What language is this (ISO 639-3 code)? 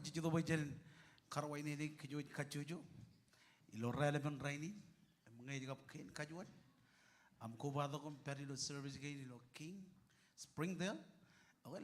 mah